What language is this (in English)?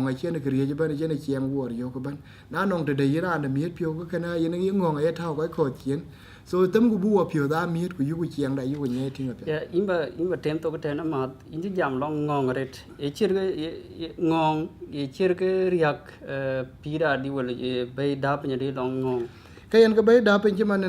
Dinka